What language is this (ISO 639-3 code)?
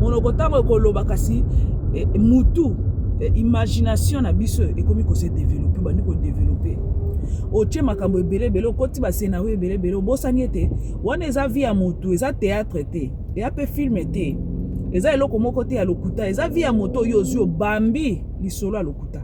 lin